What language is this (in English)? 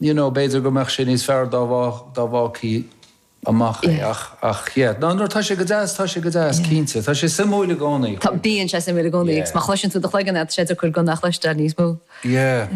Irish